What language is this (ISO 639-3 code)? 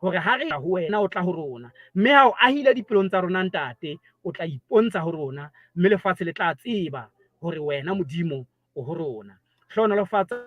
sot